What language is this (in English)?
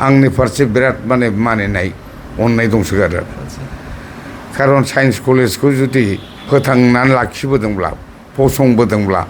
Bodo